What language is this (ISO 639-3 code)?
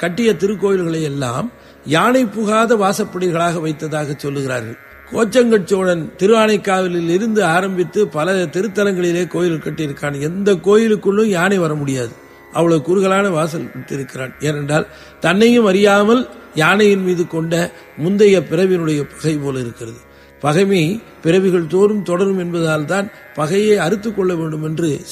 tam